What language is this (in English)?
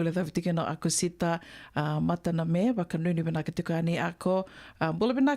Fijian